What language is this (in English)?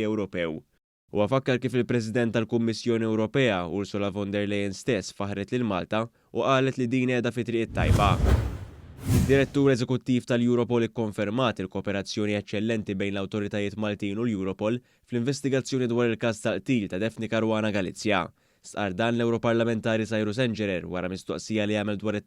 Maltese